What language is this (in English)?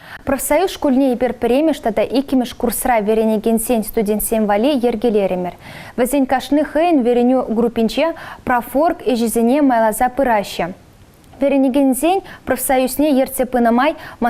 Chuvash